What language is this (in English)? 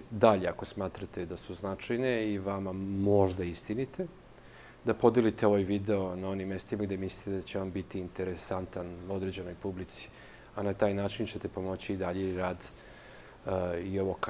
Serbian